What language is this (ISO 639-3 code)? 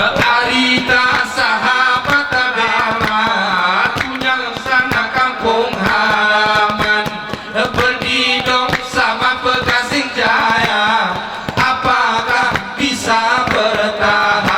gay